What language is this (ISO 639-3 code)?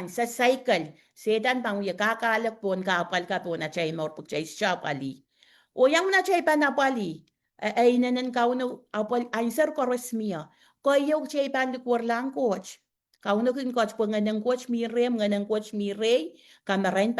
pon